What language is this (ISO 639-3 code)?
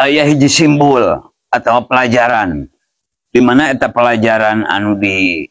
sun